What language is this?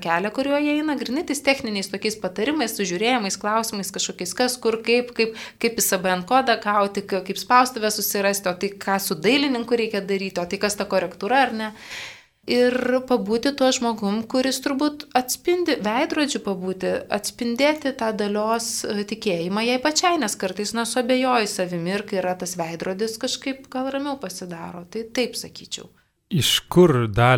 Lithuanian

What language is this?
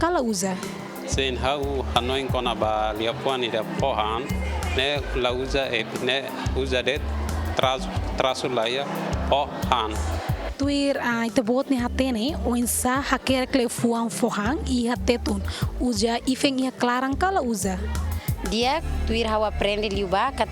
Tetum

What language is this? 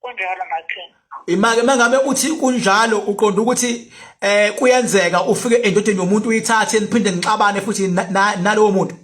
Zulu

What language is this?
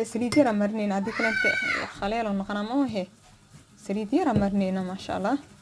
Somali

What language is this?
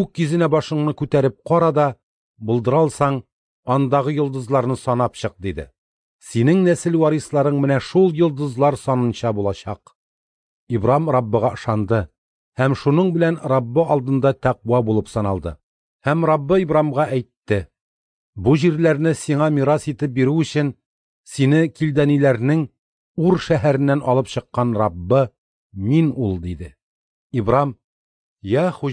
Tatar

